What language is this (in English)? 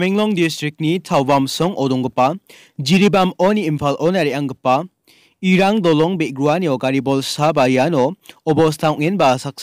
Garo